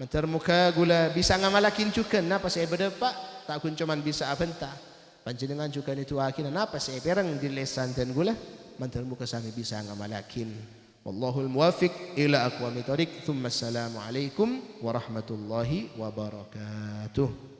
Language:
Madurese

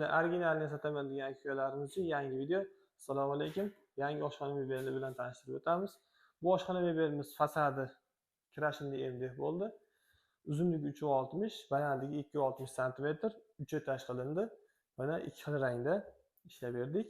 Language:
Uzbek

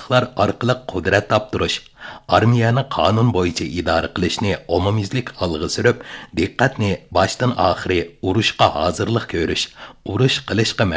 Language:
Uyghur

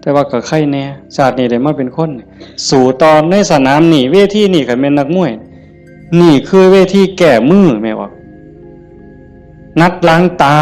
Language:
Northeastern Thai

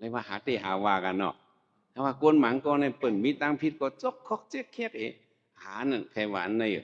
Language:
Shan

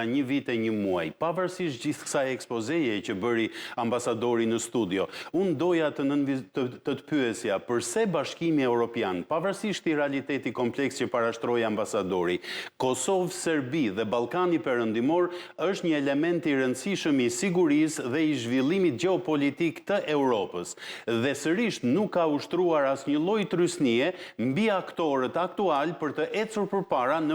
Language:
Albanian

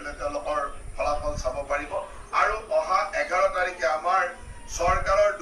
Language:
Assamese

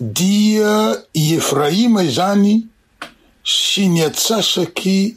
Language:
Malagasy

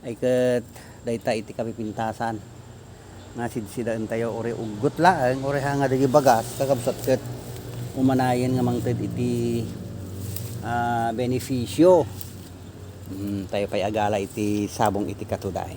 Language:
Iloko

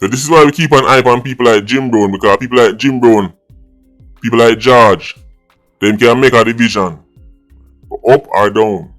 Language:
Jamaican Creole English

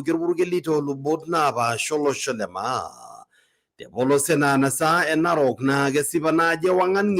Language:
Masai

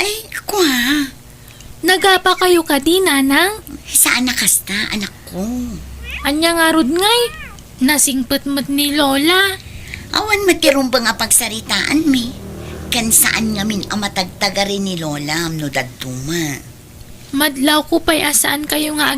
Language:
Iloko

